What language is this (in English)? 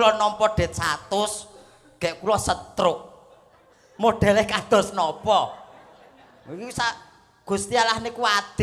Javanese